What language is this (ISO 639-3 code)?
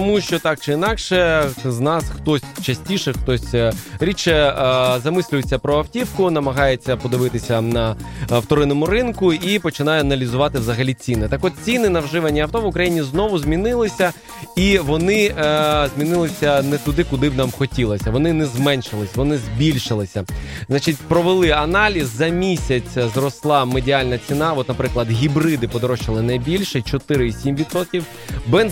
ukr